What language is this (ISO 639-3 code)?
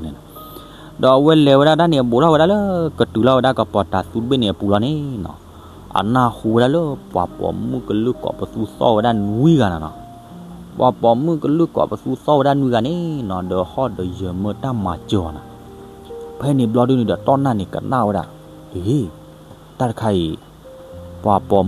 ksw